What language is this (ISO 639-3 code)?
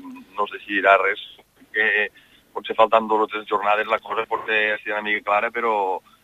cat